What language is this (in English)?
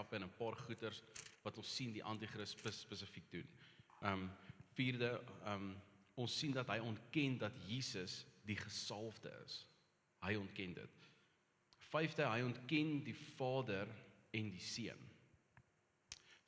Afrikaans